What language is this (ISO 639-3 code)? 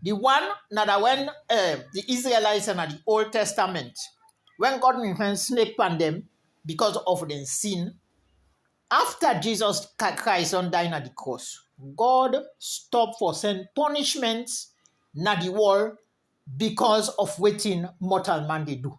kri